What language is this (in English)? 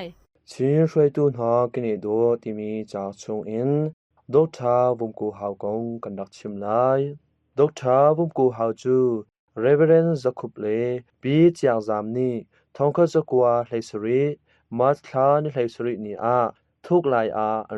Hakha Chin